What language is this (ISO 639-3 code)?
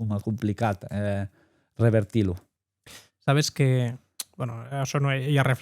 oci